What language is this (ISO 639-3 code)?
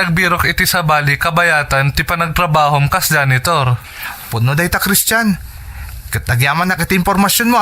ilo